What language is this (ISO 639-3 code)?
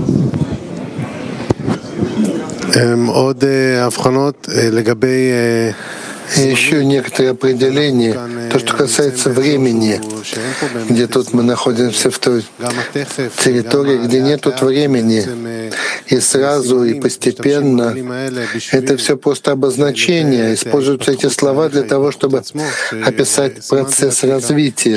rus